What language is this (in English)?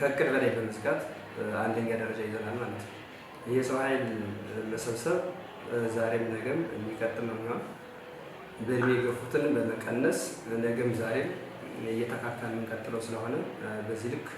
Amharic